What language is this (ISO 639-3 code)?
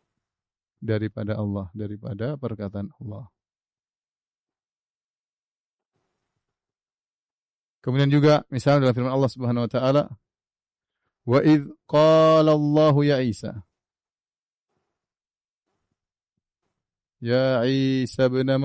ind